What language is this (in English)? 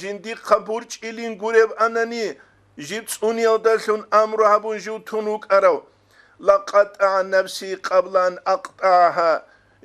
Avaric